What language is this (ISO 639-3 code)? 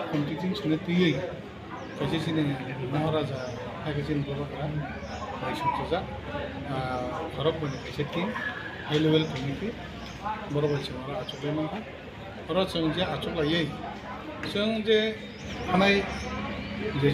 trp